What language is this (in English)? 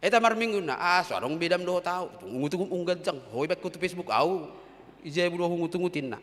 Batak Toba